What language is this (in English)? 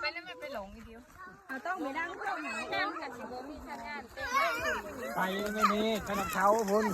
Lao